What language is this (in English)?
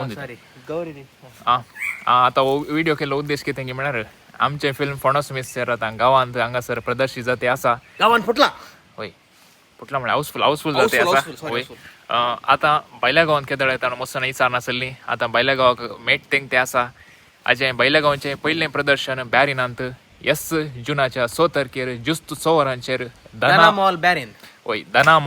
Konkani